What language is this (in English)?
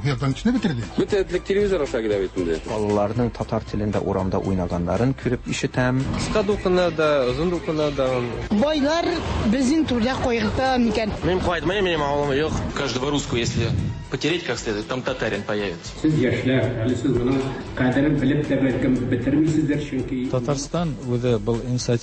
Tatar